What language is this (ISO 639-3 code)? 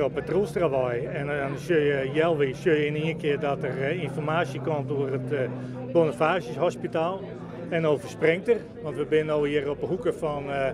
fry